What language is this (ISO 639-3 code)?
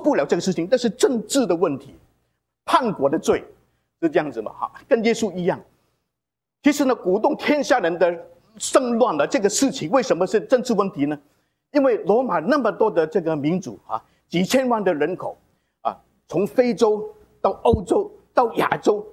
zho